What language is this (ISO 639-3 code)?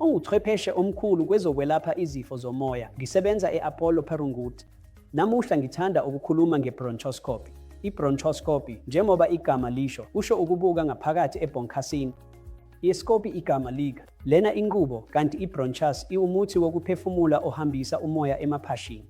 zul